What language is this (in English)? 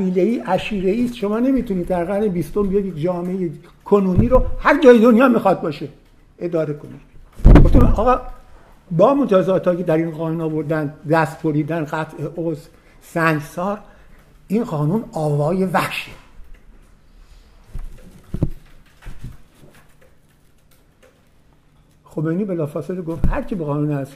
Persian